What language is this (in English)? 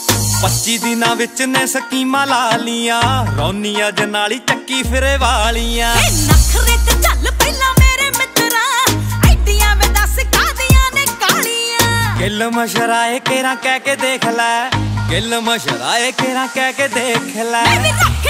Punjabi